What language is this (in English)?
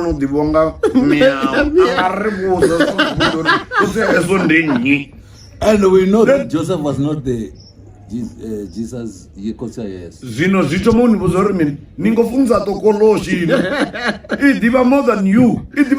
Venda